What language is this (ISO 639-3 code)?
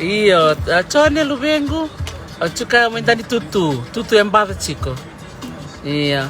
fij